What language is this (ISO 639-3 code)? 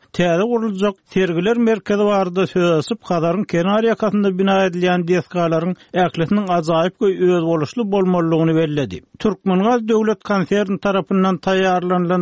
tuk